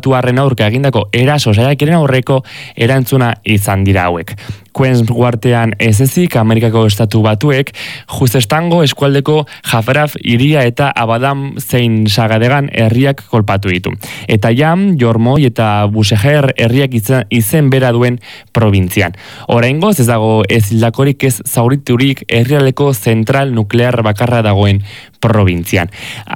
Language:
Basque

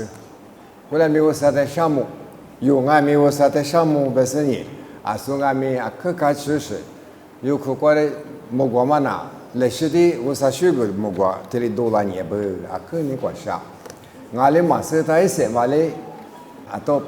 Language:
Lisu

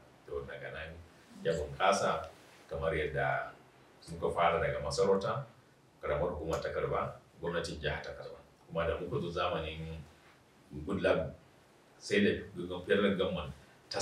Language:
Hausa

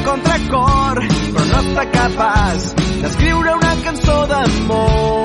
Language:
Catalan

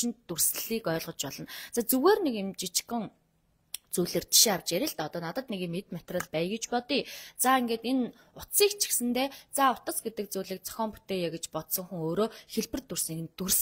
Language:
Mongolian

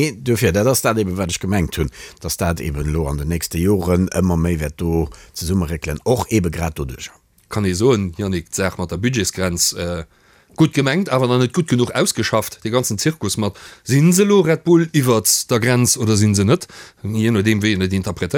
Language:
Luxembourgish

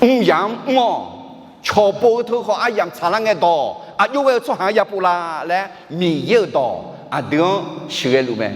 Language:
Akha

